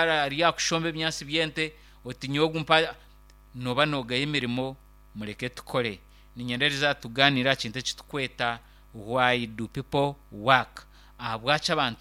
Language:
Nyankole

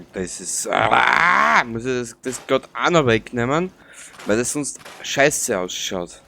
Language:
Bavarian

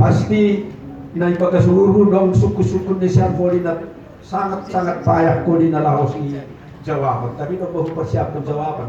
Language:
Batak Simalungun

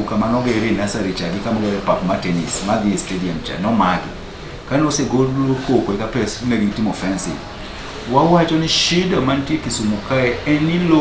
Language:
Luo (Kenya and Tanzania)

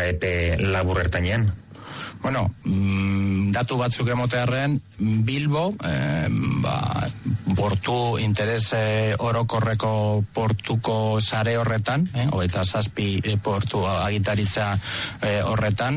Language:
Basque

